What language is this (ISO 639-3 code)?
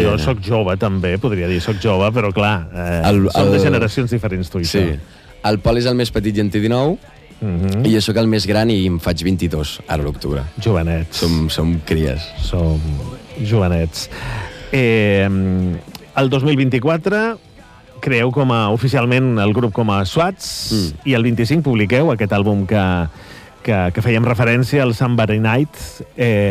cat